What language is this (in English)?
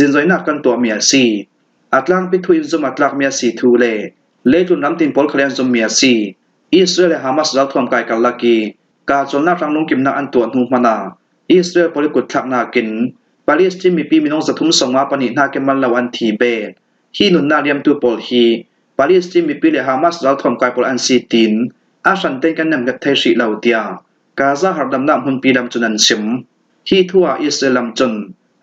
Falam Chin